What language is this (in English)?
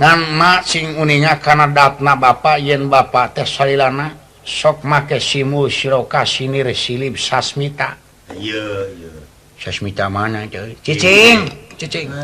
Sundanese